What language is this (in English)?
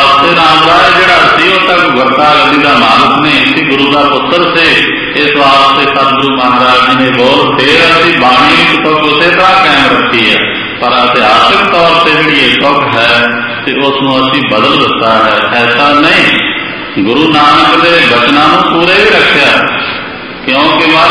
Punjabi